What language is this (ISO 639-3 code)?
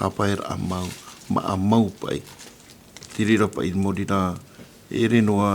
tah